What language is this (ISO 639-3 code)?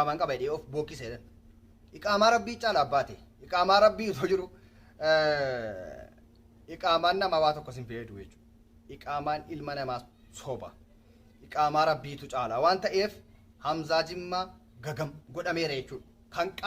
orm